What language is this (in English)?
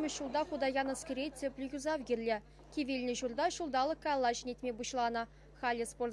Chuvash